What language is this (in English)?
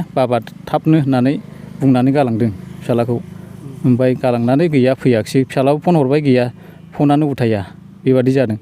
Bodo